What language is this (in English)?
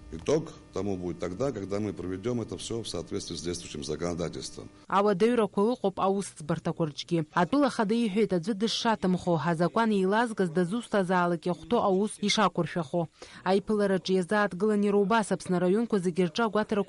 Abkhazian